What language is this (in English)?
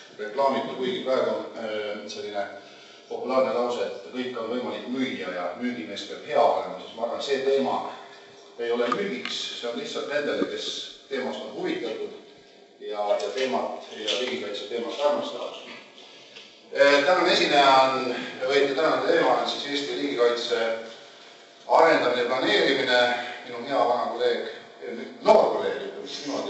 Estonian